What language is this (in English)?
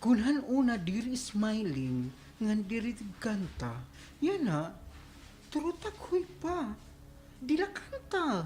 Waray